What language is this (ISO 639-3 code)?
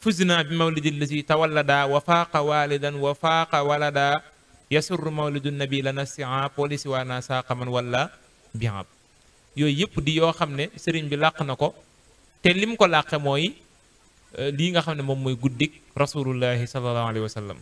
wol